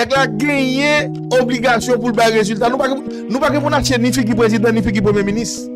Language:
Haitian Creole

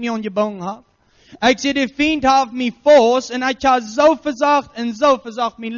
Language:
Plautdietsch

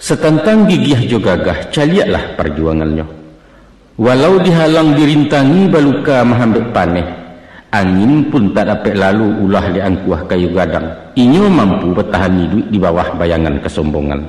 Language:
Minangkabau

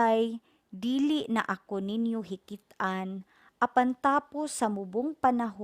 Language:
Cebuano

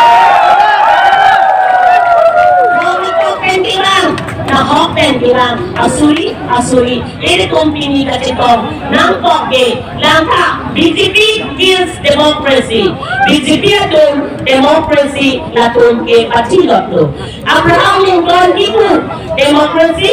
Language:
Karbi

